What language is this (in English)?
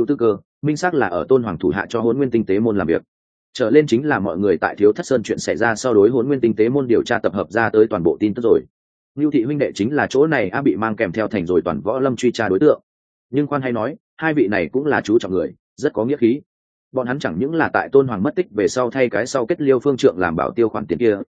Vietnamese